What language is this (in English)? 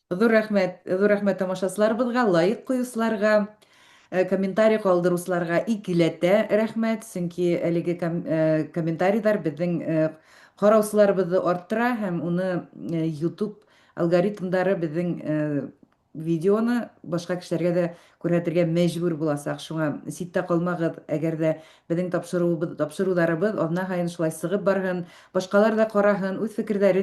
Bashkir